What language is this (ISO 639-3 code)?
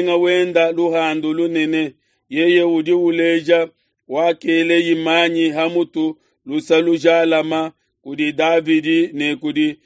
lua